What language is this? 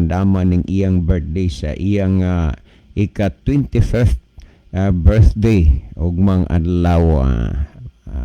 Cebuano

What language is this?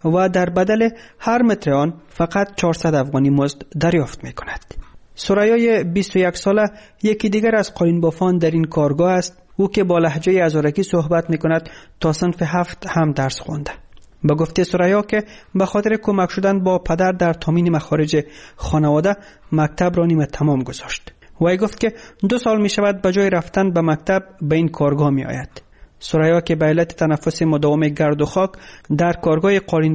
Persian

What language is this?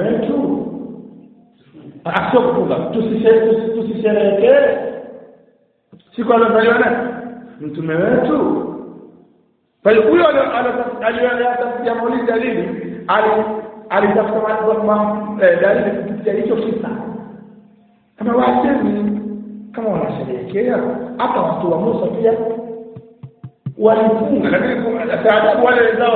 Swahili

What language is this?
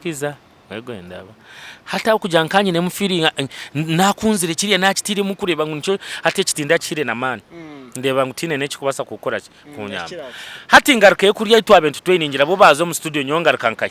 Nyankole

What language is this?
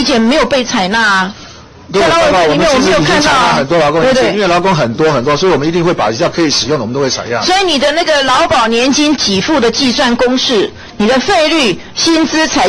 Chinese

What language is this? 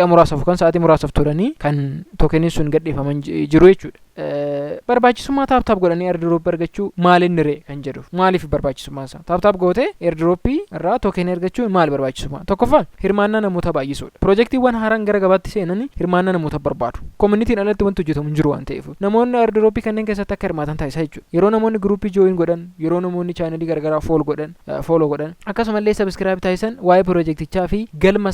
Oromo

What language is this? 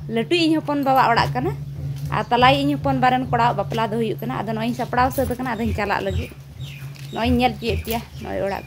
Santali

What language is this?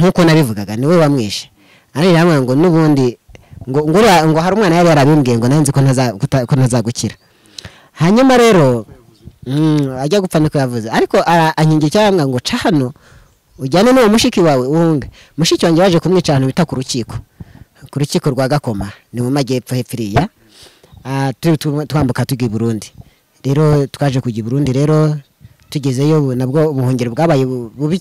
Kinyarwanda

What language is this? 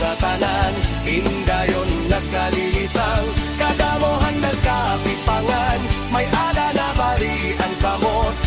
Waray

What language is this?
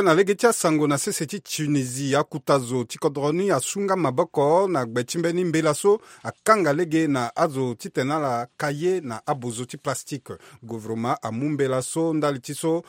Sango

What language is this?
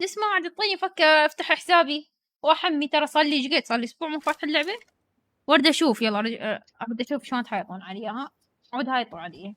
Mesopotamian Arabic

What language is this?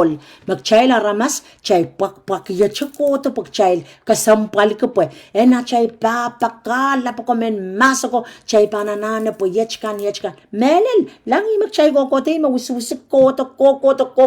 Pohnpeian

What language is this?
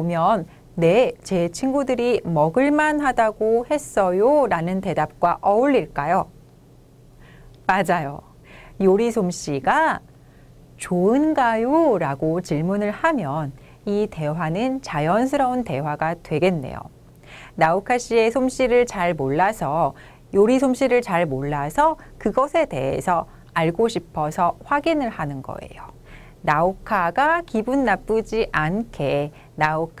Korean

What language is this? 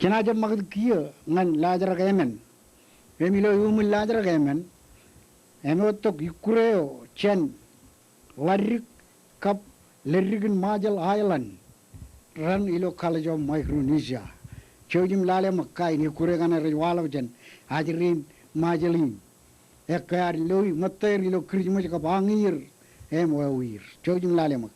Marshallese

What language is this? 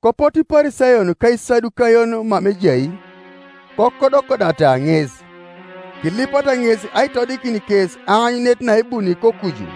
Teso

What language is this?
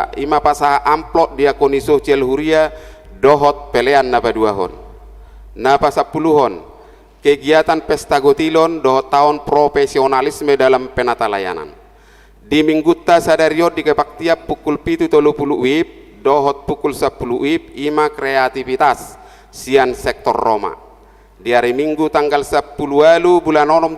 Batak Toba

